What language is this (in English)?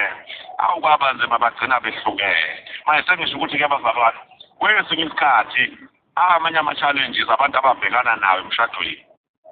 Zulu